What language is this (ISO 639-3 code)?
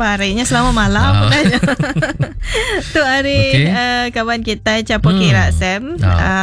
iba